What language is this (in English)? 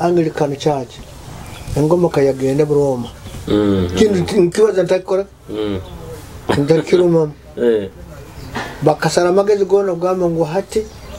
Nyoro